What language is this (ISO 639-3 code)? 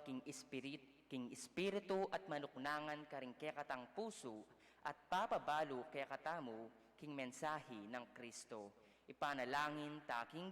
pam